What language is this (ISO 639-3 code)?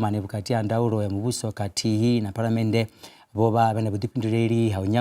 ven